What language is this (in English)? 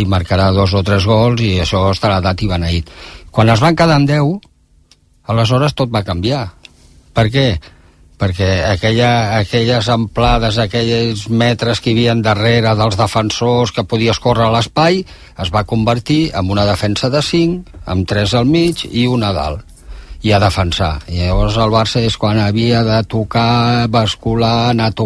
Catalan